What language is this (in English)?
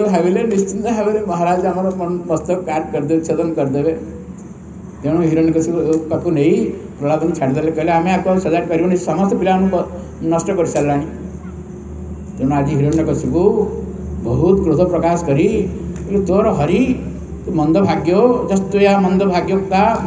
Odia